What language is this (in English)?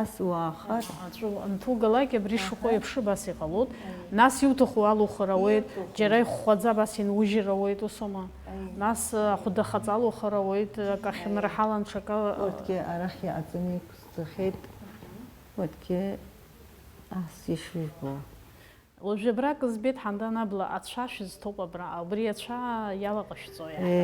Abkhazian